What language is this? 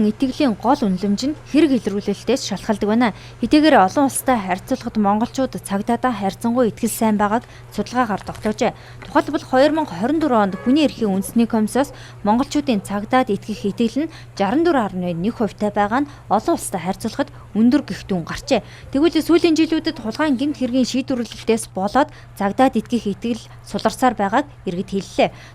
Mongolian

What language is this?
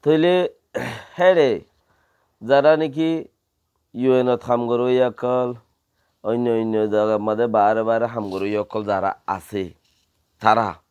Rohingya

